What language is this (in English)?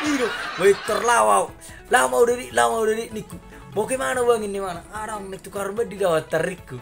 Batak Toba